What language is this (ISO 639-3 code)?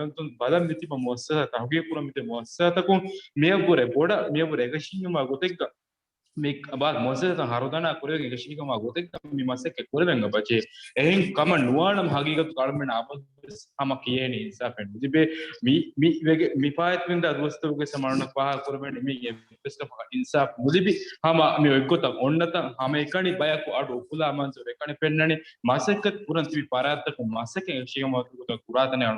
div